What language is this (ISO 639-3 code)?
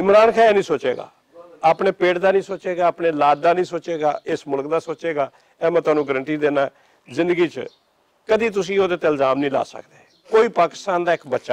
lah